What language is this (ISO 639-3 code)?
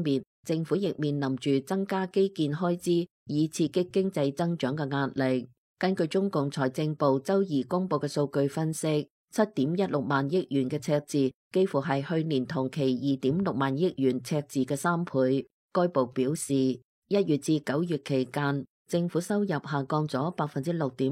yue